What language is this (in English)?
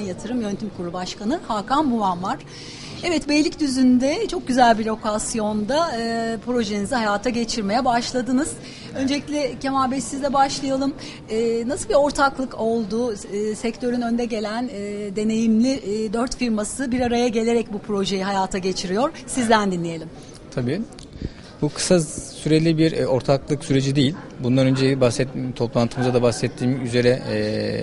Turkish